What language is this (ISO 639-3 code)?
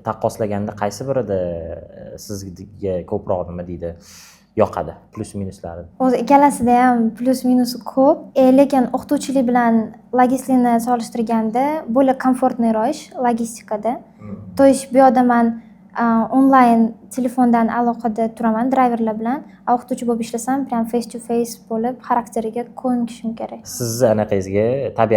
uzb